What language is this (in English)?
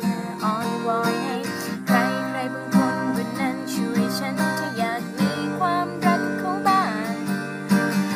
Thai